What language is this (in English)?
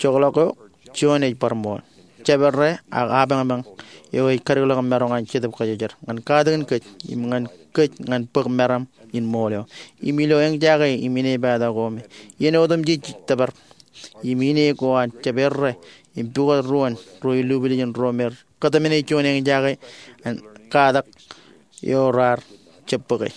Marshallese